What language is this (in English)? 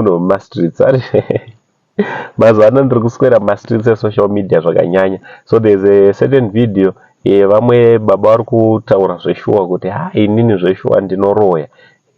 Shona